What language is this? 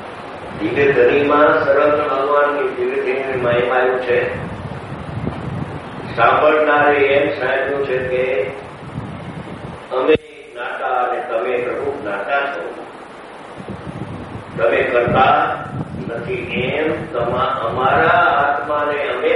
Gujarati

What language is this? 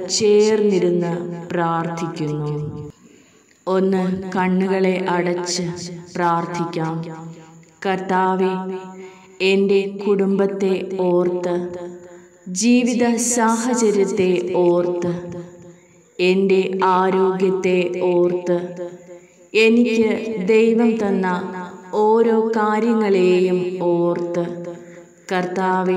Malayalam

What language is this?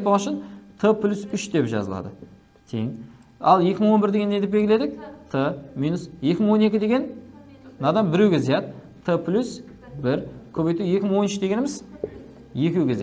Kara-Kalpak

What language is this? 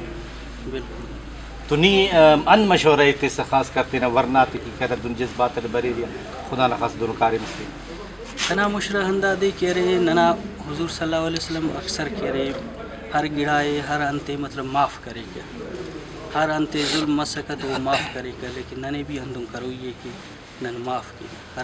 Brahui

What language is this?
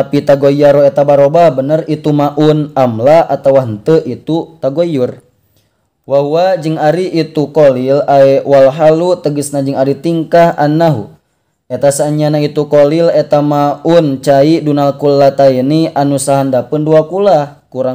Sundanese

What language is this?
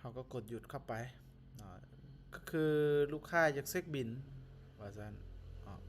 Lao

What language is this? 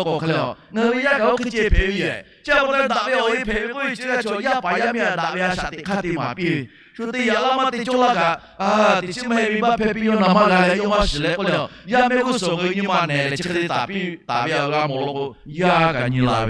Lahu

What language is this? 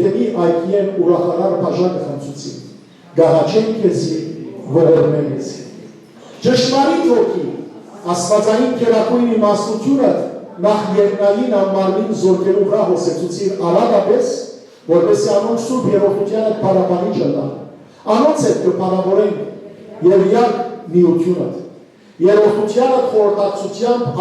Western Armenian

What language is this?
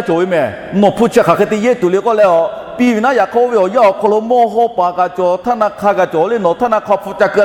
Lahu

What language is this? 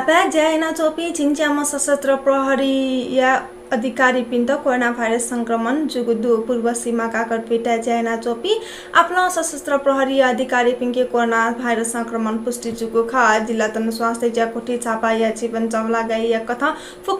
Newari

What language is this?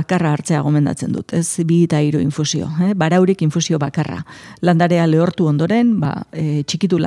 Basque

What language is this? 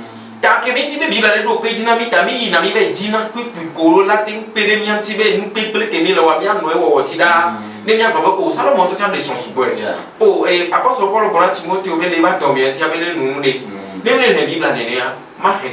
Ewe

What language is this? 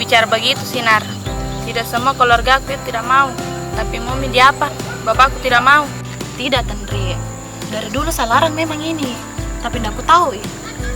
Makassar Malay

